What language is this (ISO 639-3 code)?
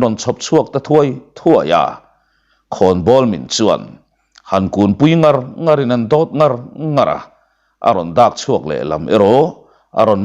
lus